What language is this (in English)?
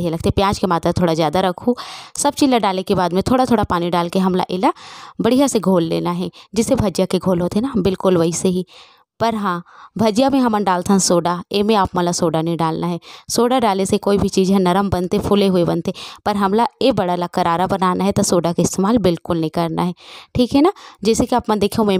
Chhattisgarhi